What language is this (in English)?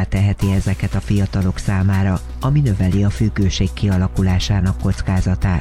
Hungarian